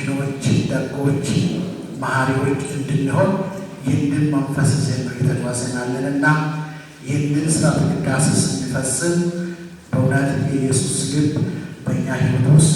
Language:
Amharic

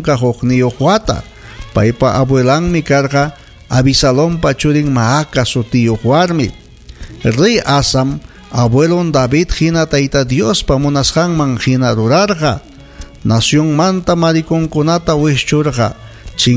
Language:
Ayacucho Quechua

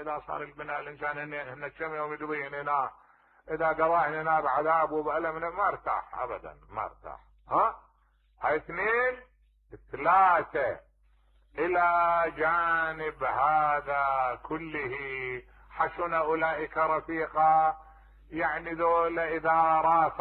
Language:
Mesopotamian Arabic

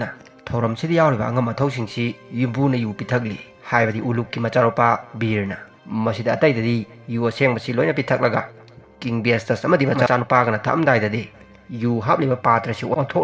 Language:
Manipuri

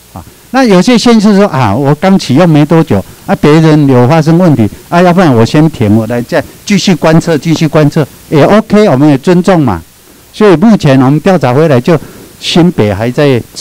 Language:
Chinese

